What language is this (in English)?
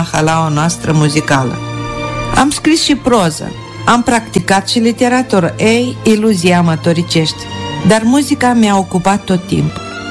Romanian